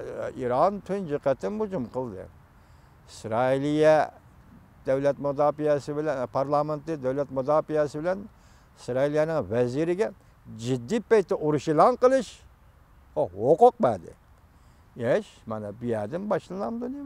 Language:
Uyghur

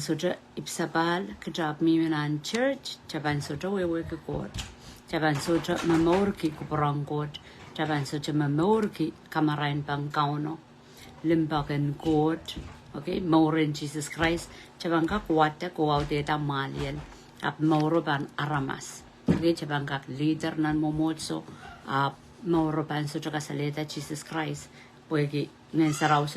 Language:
Pohnpeian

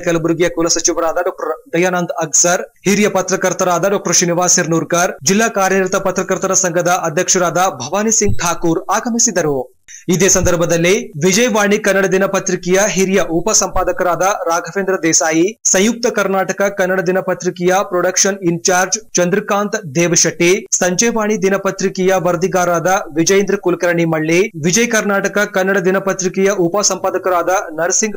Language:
Kannada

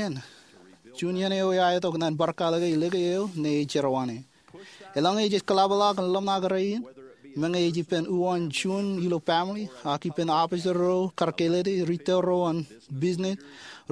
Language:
Marshallese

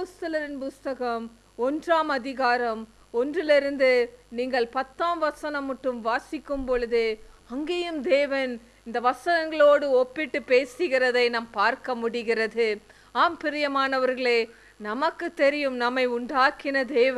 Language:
Tamil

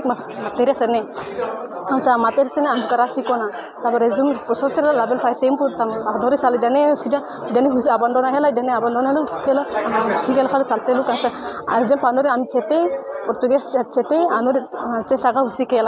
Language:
Tetum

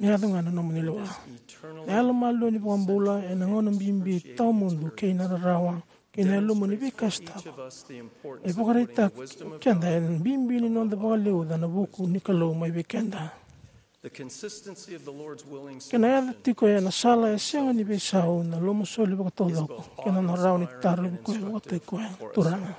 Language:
Fijian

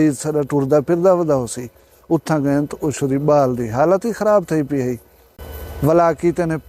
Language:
Saraiki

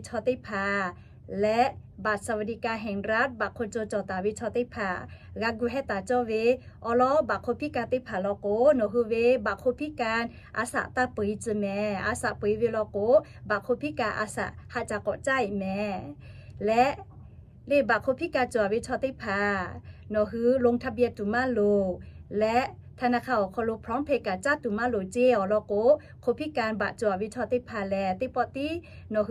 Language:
Lahu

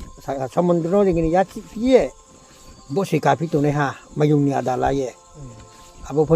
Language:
Riang (India)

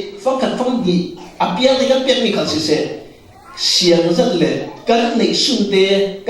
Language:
Falam Chin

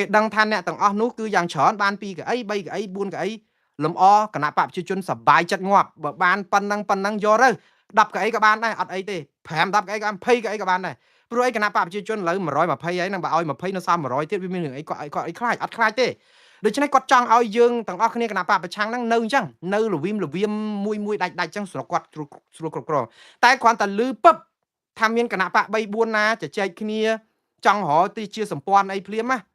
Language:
Khmer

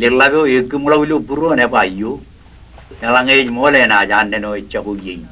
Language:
Marshallese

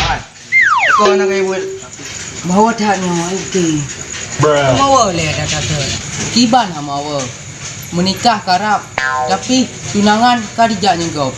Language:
Achinese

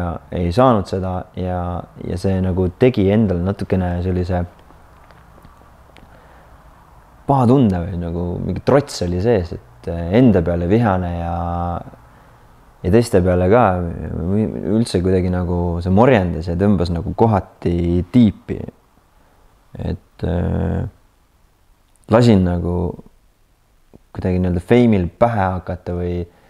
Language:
Estonian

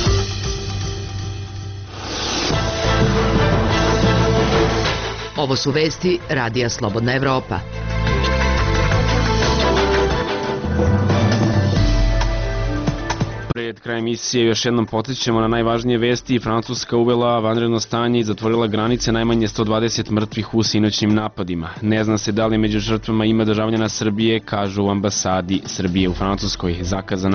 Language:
Serbian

